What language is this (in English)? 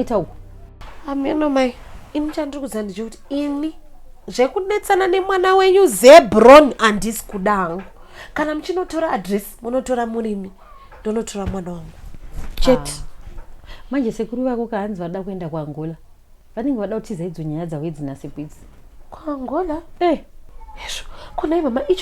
Shona